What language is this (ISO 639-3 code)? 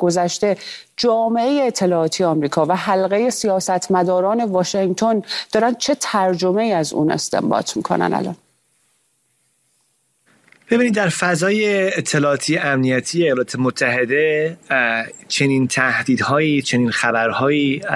fas